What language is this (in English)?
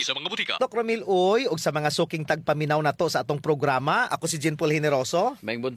Cebuano